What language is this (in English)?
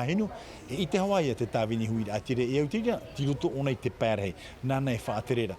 Tahitian